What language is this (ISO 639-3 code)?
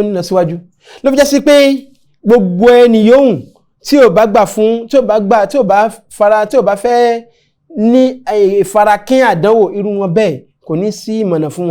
yor